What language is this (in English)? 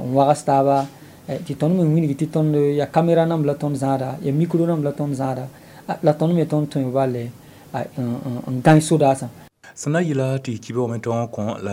Mossi